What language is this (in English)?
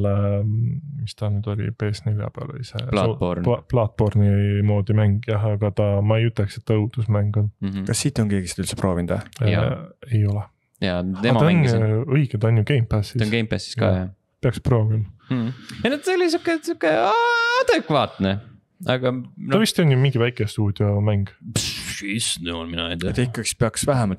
Estonian